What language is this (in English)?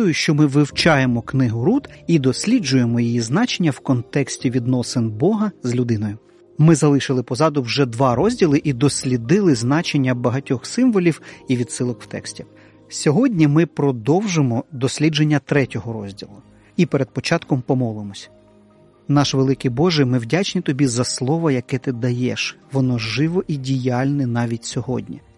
Ukrainian